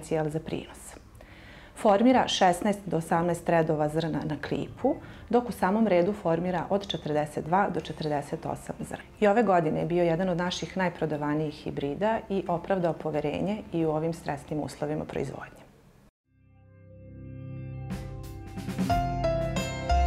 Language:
Serbian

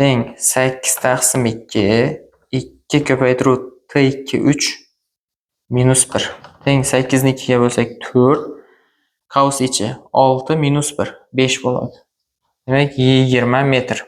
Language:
Uzbek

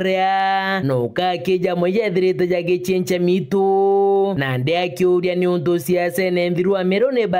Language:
Meru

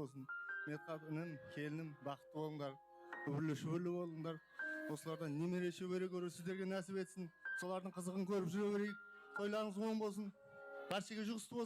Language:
Kara-Kalpak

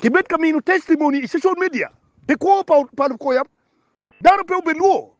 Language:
Acoli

